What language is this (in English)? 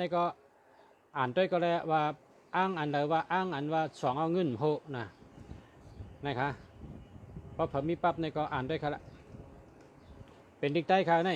Shan